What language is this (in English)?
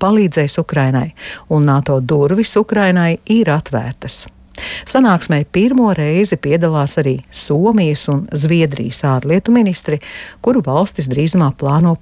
Latvian